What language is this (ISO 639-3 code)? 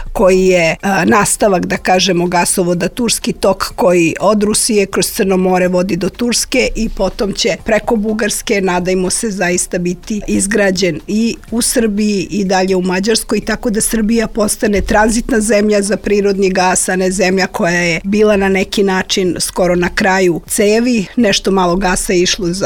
srp